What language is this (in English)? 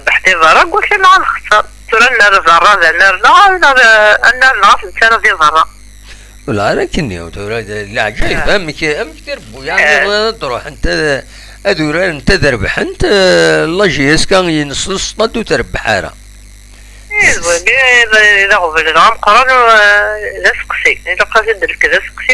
Kabyle